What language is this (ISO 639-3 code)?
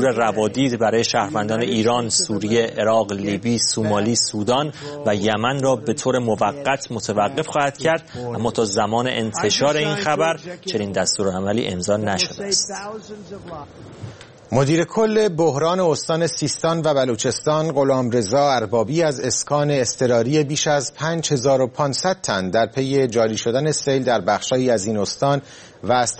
fas